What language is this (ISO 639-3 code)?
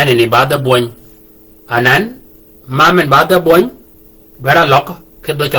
shk